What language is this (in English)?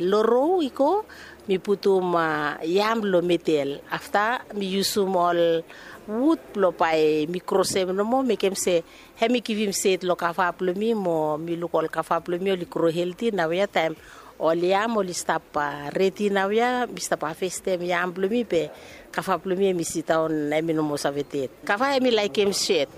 Bislama